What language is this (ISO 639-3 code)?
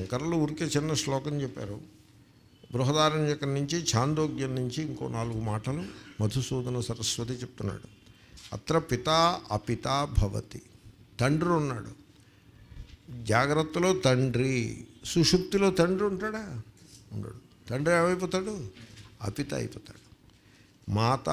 tel